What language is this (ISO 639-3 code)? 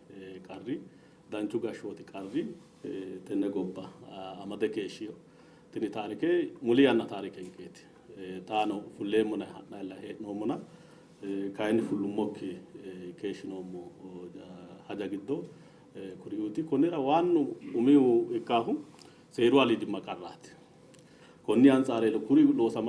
sid